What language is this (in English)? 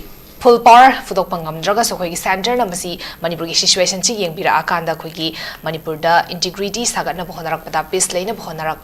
Manipuri